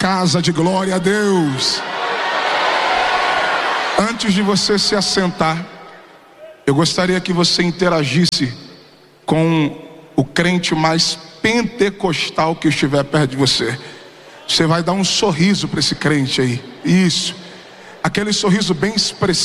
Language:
Portuguese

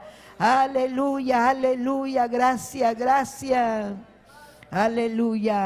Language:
Ayacucho Quechua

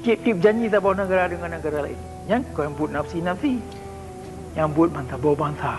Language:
Achinese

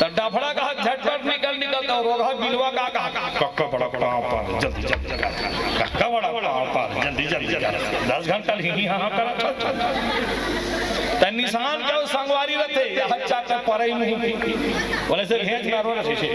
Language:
Chhattisgarhi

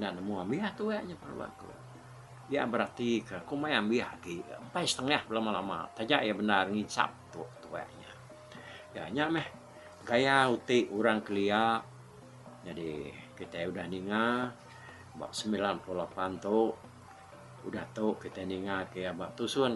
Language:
Iban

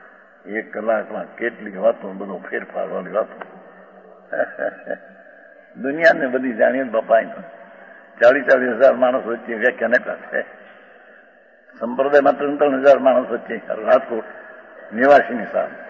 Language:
Gujarati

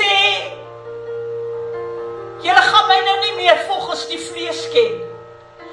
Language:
Afrikaans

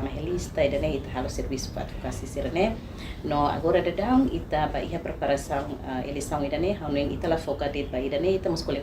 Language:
Tetum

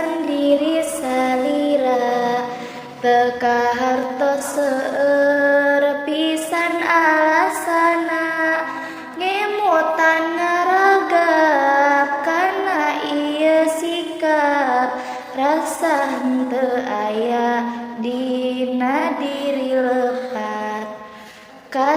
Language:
Sundanese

